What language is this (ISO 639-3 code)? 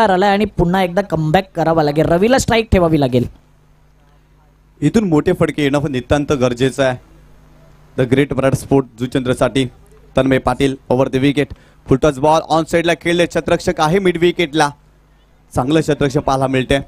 mar